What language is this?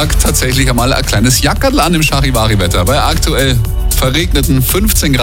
German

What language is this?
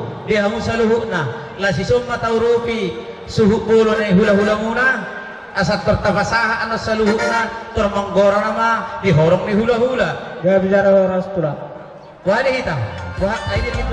Batak Toba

